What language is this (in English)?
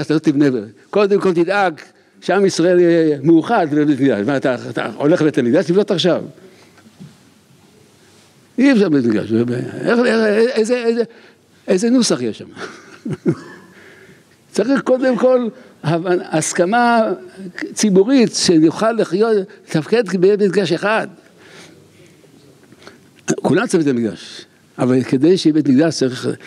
Hebrew